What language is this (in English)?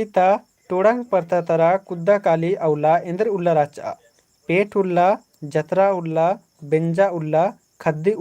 Kurukh